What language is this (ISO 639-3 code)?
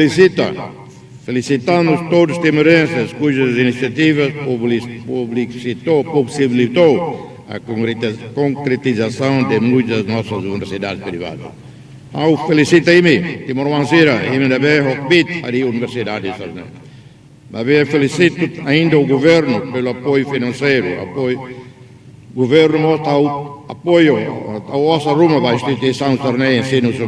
tet